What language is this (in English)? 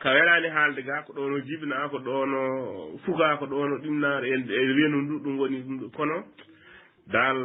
Fula